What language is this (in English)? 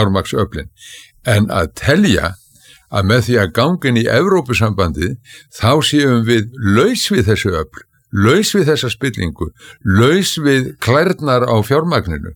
Icelandic